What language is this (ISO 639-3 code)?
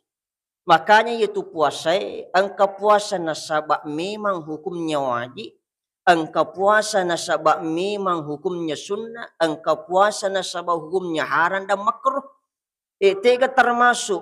bug